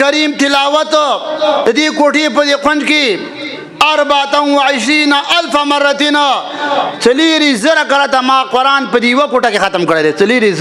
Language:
Pashto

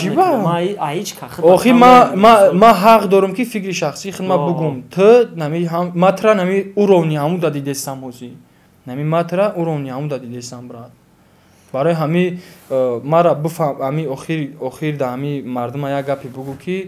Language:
Tajik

